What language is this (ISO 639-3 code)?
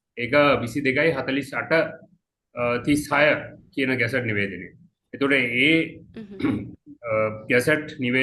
sin